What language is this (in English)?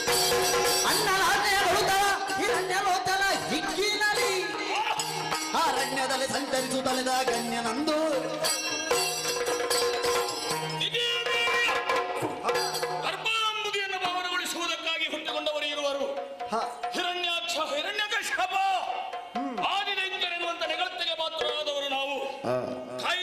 Kannada